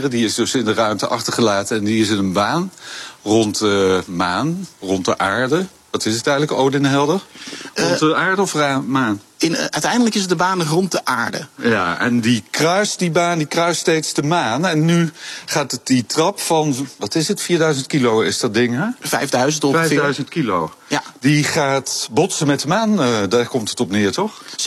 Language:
Dutch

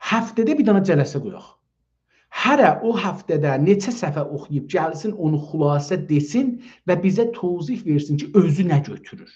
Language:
South Azerbaijani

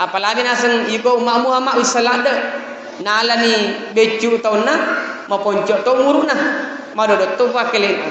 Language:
Buginese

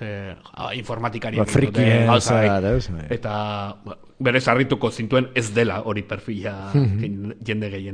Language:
Basque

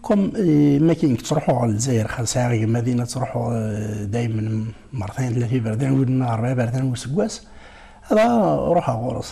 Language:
Kabyle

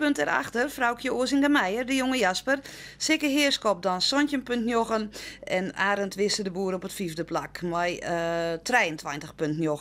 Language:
Western Frisian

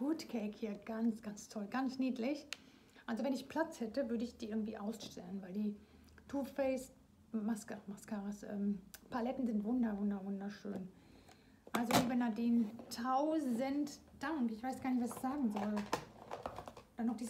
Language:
German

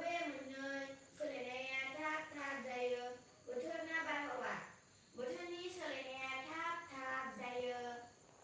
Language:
Bodo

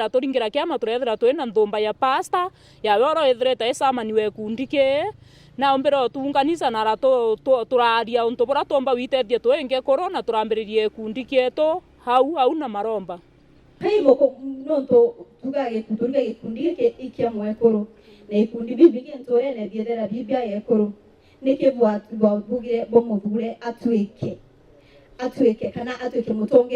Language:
Meru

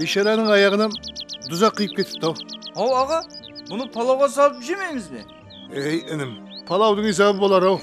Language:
Kara-Kalpak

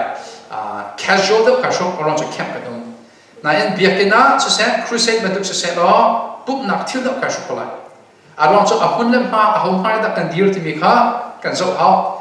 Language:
Hakha Chin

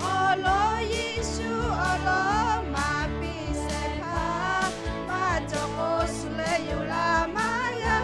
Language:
Lahu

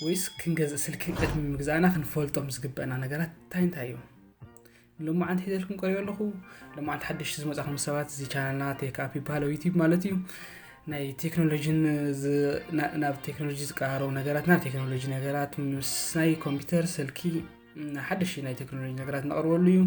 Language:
Tigrinya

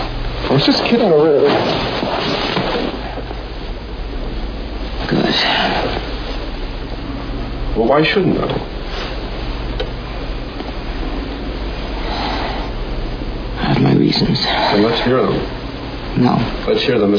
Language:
English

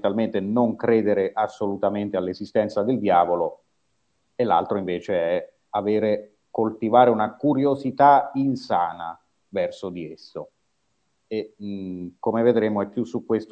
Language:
Italian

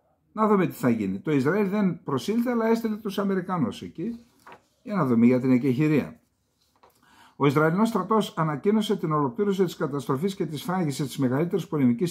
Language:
Greek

